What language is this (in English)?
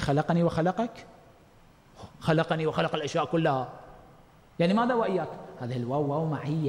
Arabic